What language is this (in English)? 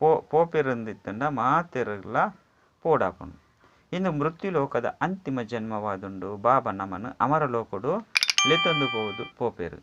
Tulu